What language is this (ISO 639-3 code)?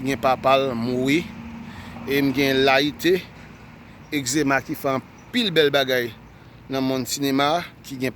hat